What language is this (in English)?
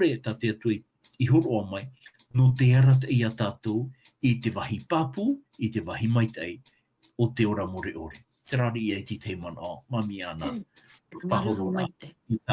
Tahitian